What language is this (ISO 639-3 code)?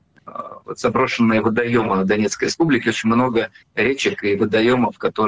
rus